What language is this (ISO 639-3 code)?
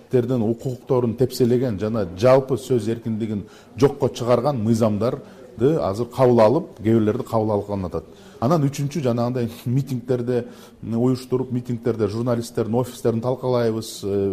kir